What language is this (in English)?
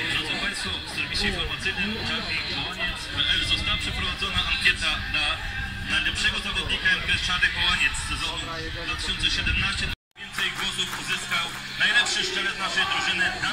Polish